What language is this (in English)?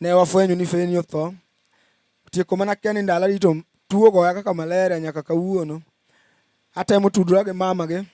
Luo (Kenya and Tanzania)